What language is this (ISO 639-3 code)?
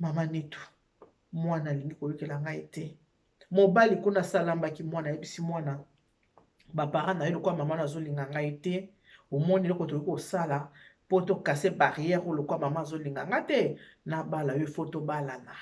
lin